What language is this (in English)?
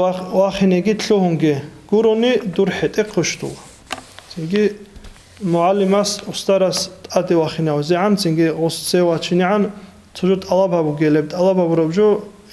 Avaric